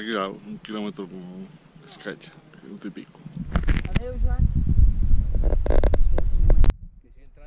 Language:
Catalan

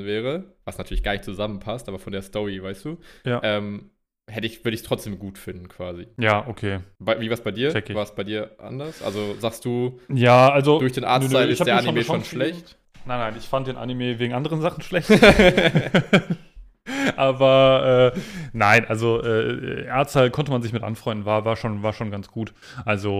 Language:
German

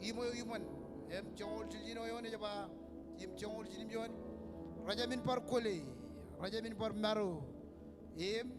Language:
Marshallese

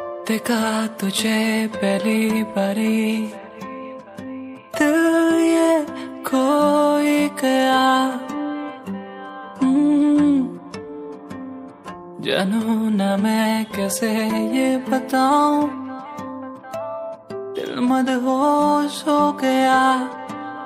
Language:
Bhojpuri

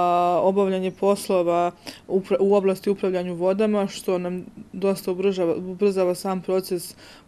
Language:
Serbian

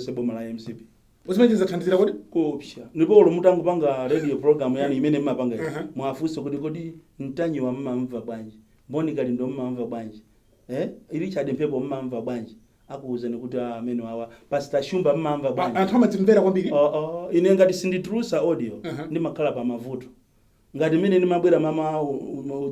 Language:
Nyanja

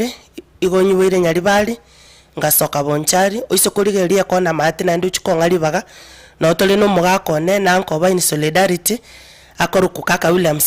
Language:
Gusii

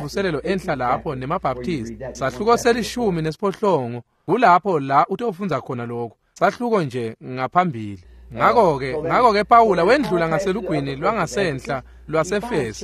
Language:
Swati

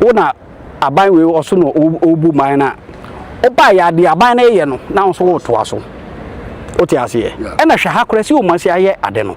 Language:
Akan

